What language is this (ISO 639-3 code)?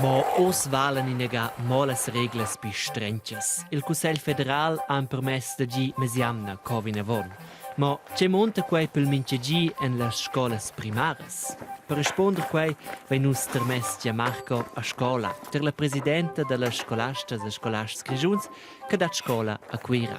roh